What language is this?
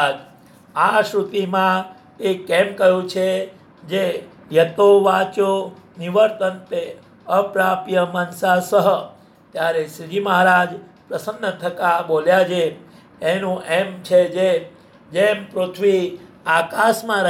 Gujarati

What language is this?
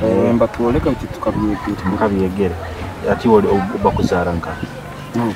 Nyoro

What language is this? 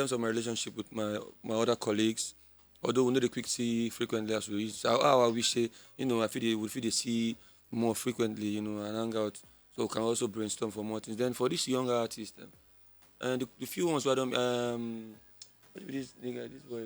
Nigerian Pidgin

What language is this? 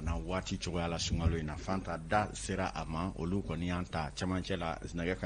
Bambara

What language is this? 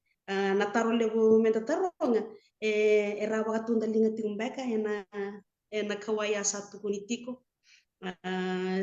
Fijian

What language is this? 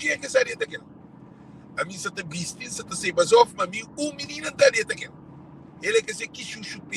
Kabuverdianu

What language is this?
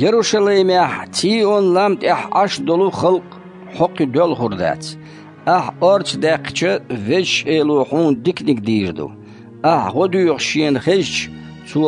Chechen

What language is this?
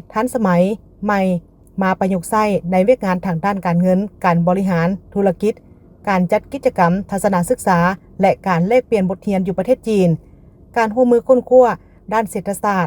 Lao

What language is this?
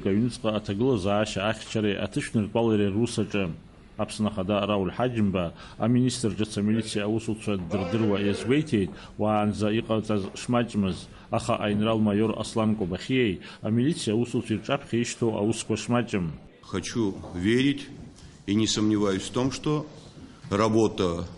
Abkhazian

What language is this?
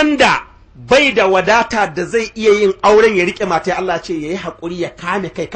Hausa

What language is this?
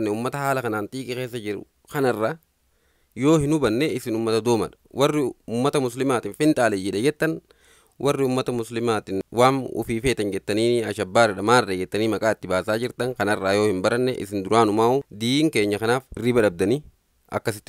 Oromo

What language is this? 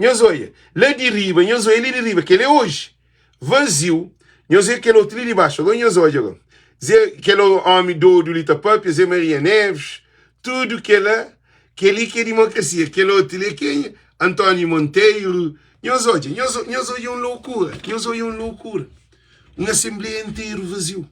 Kabuverdianu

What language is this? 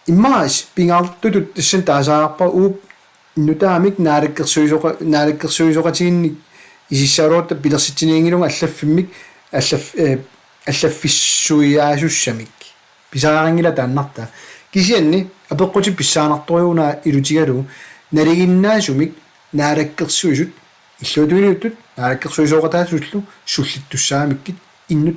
Kalaallisut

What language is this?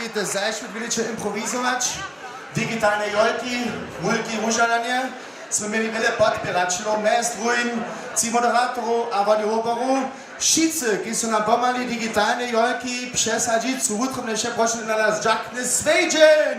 Upper Sorbian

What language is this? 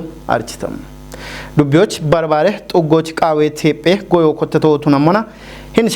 Kafa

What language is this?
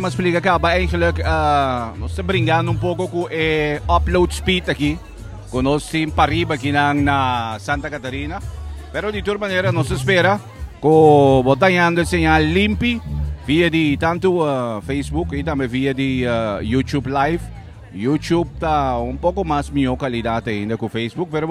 Papiamento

